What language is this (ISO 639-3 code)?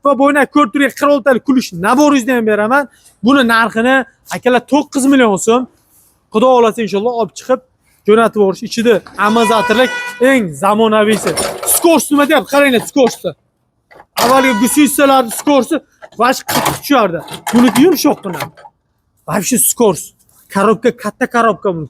uzb